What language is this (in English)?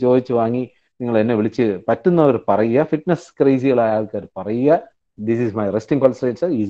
Malayalam